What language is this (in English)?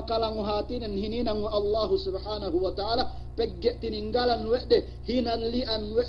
Yakan